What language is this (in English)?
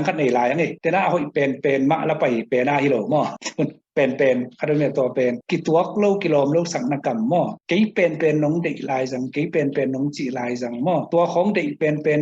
Tedim Chin